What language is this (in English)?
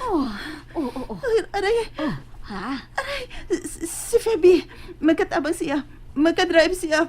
Cebuano